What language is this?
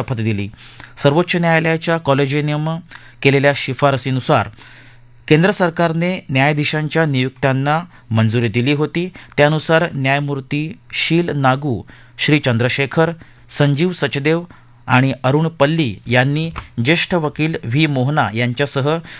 Marathi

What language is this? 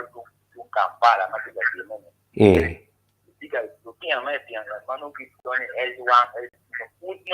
Acoli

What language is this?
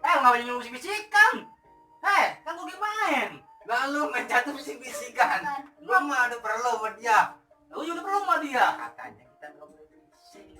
Betawi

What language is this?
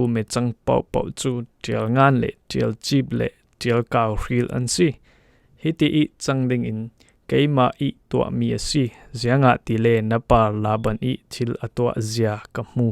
Falam Chin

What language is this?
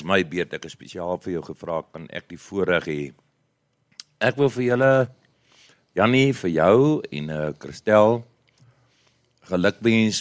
Afrikaans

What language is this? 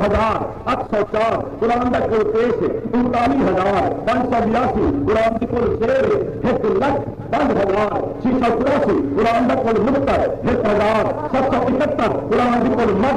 Saraiki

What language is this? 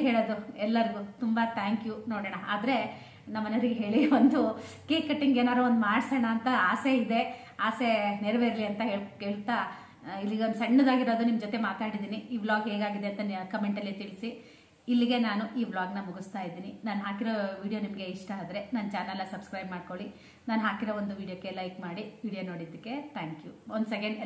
Kannada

